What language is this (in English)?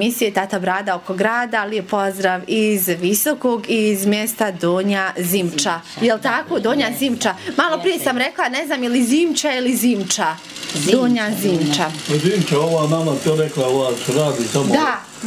Bosnian